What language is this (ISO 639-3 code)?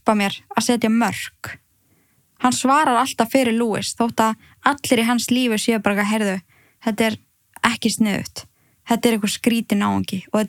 isl